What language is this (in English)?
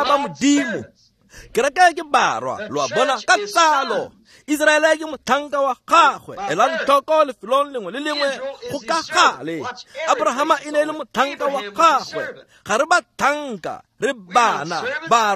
Tswana